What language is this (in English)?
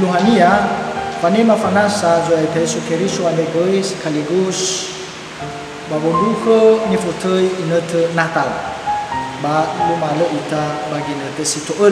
Nias